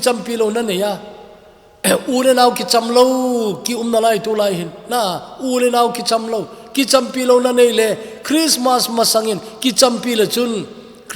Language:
Thado Chin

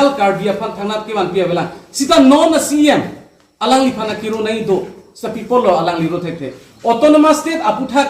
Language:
Karbi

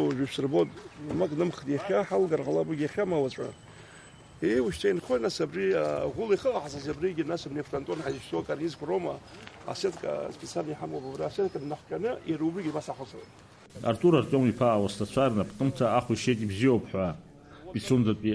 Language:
Abkhazian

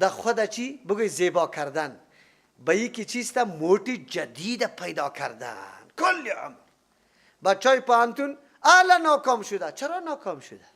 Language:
Persian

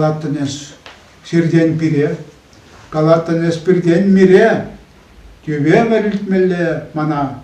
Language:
Chuvash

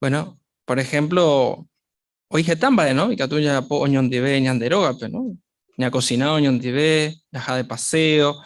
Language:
Guarani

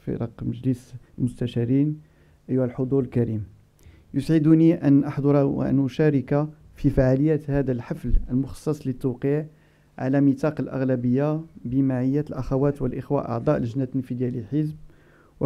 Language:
Arabic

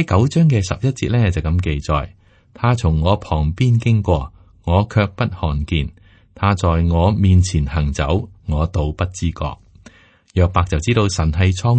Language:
Cantonese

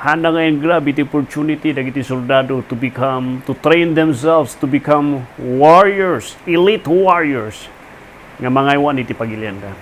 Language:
Iloko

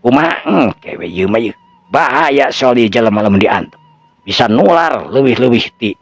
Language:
Sundanese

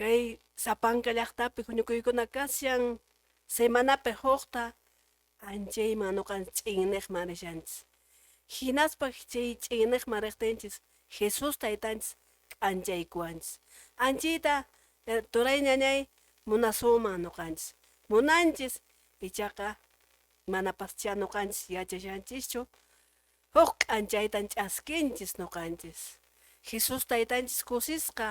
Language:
Quechua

